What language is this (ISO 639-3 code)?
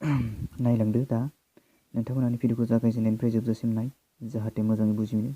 brx